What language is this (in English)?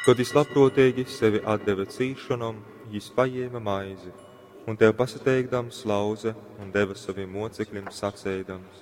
Latgalian